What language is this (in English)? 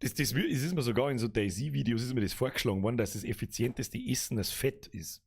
Bavarian